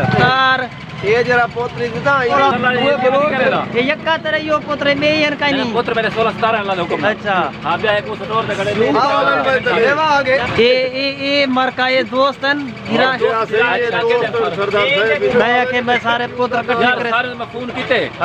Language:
Saraiki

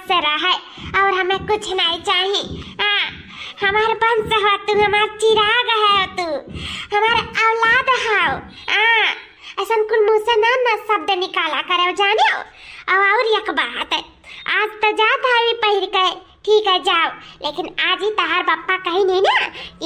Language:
Awadhi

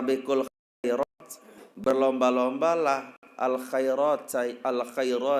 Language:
Sasak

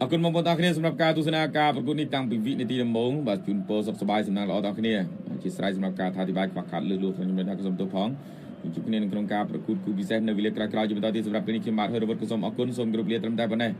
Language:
Khmer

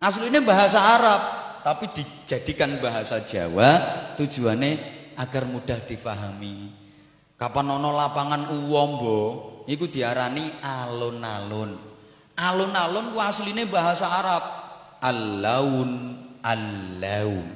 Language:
Javanese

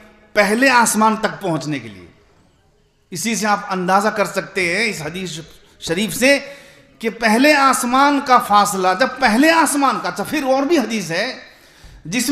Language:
Urdu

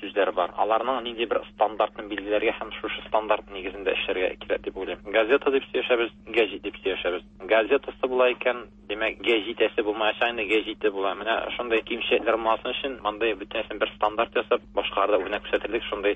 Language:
Tatar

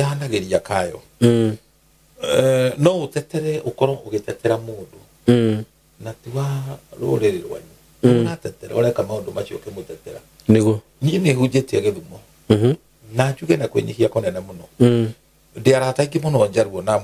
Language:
Kikuyu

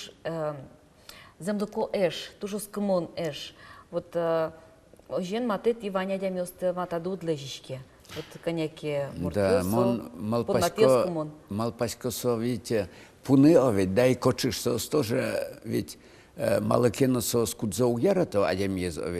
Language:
Udmurt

